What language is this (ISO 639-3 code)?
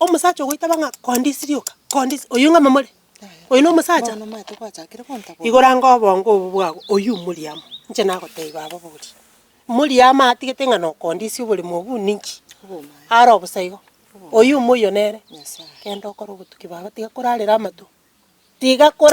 guz